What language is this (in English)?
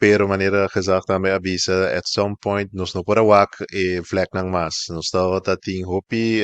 Papiamento